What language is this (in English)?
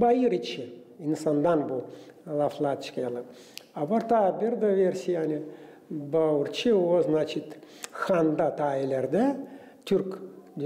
Gagauz